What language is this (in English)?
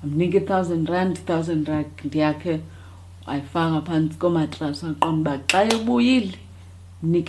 Xhosa